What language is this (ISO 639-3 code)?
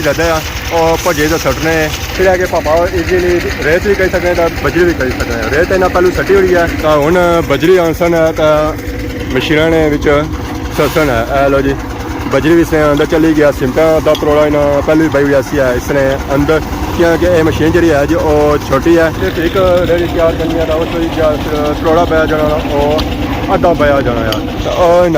phr